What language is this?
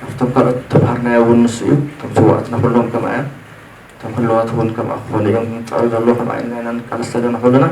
Tigrinya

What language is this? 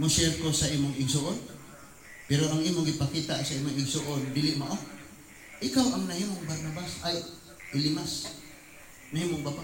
Cebuano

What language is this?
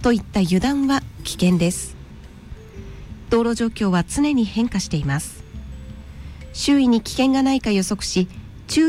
Japanese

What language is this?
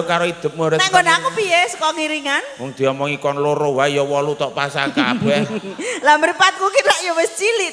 Javanese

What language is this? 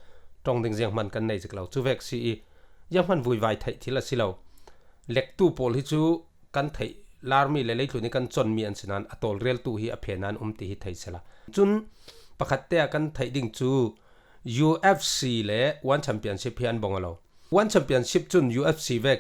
Falam Chin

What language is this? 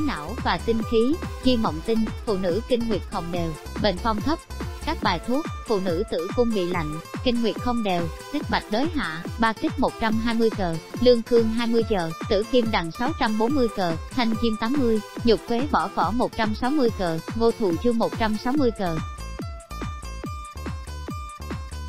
Vietnamese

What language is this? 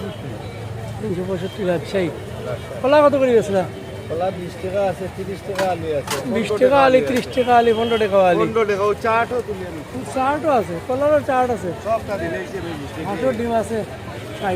Sylheti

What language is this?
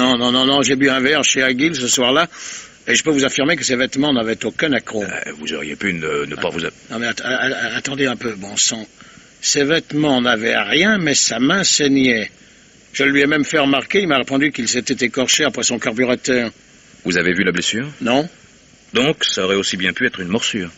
French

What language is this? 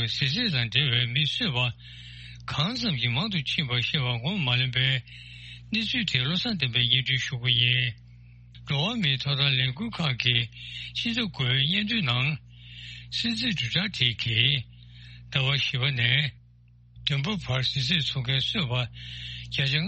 Tibetan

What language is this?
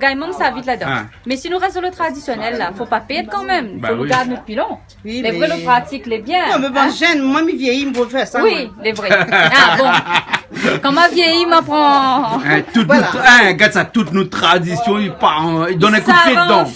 Réunion Creole French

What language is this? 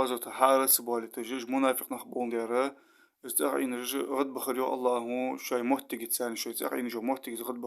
Ingush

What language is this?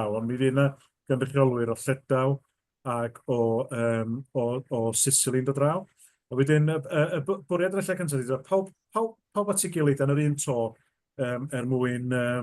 Welsh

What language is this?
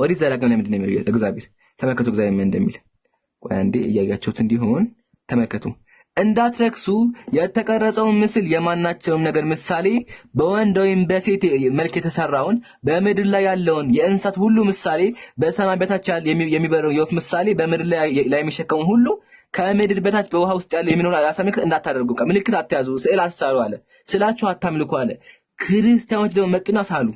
Amharic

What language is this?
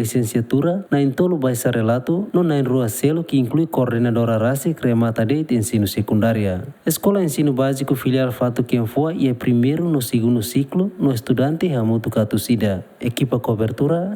Tetum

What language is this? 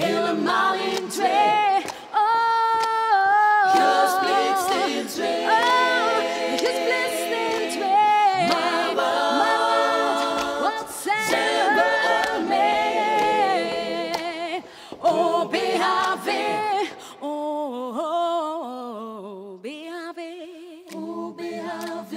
Dutch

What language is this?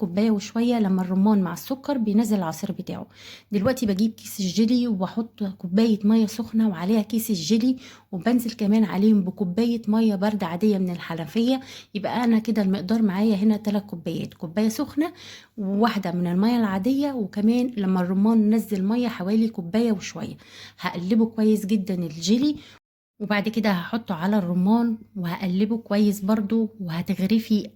Egyptian Arabic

